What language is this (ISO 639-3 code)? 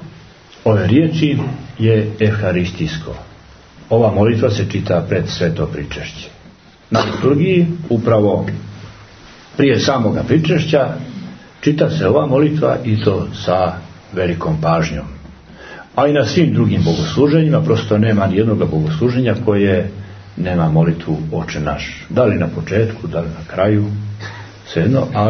srp